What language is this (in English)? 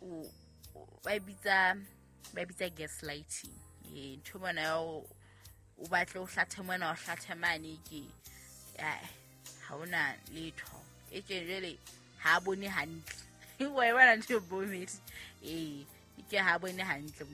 Southern Sotho